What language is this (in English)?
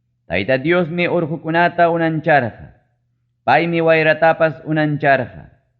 Ayacucho Quechua